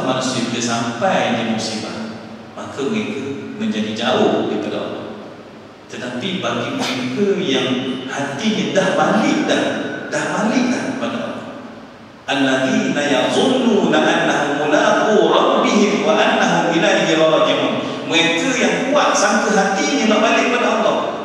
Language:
Malay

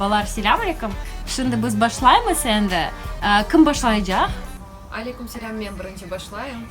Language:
Crimean Tatar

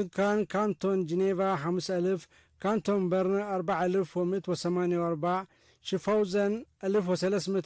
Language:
Tigre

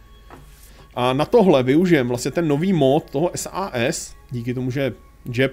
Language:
Czech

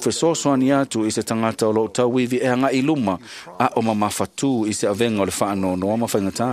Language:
Samoan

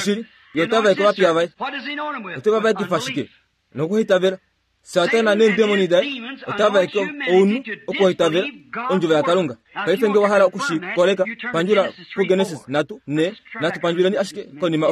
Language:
Kuanyama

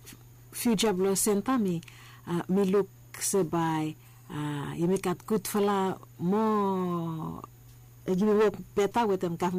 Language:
Bislama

